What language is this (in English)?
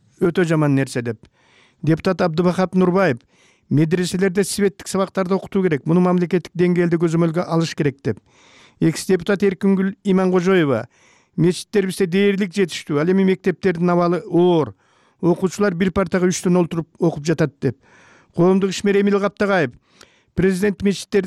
Kyrgyz